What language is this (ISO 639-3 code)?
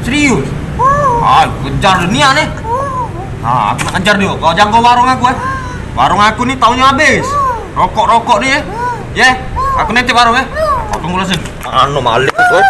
mui